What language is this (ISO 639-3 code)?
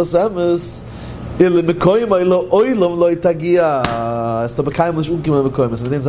yid